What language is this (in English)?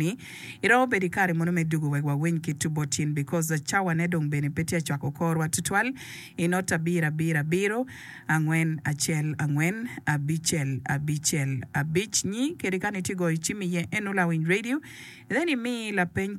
Acoli